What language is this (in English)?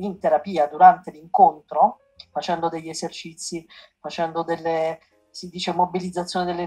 Italian